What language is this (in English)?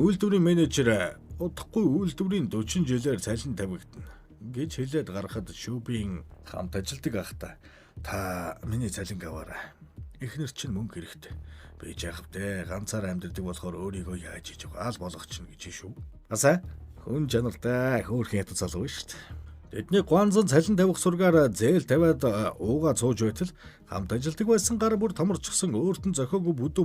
Mongolian